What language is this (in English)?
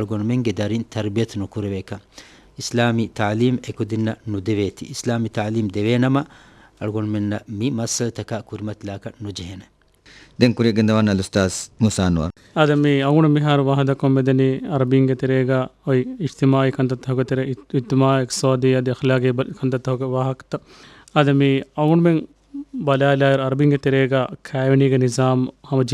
Divehi